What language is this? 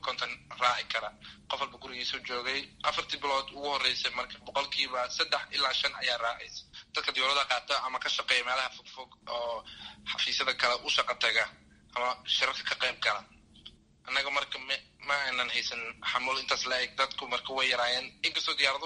Somali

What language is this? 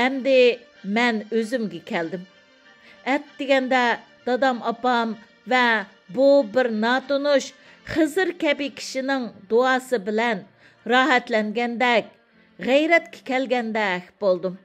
Uyghur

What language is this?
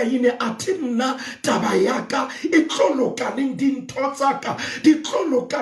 Southern Sotho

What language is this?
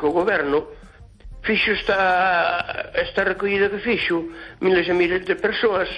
Galician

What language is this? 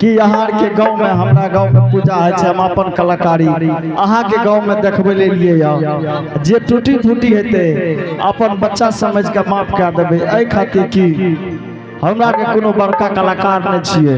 Angika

